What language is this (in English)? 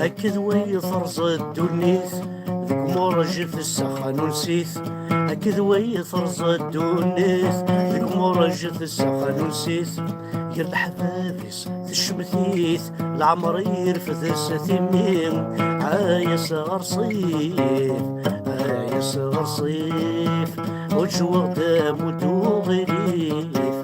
Kabyle